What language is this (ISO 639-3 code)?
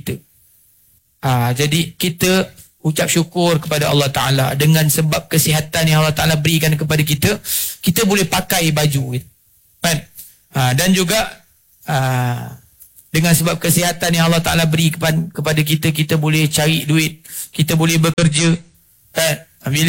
msa